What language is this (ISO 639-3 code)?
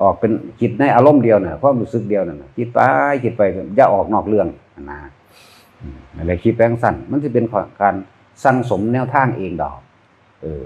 tts